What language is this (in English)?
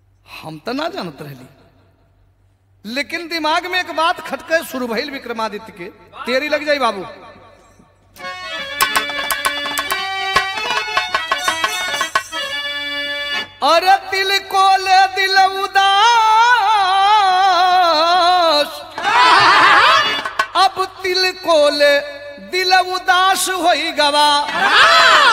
Bhojpuri